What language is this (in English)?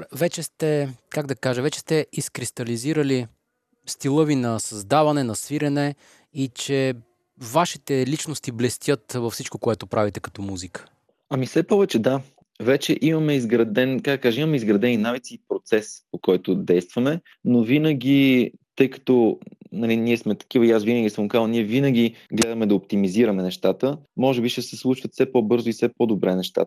Bulgarian